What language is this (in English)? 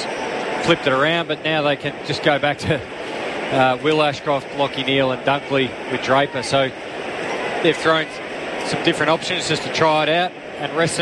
English